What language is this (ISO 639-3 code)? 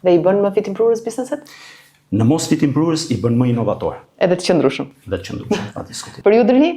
sqi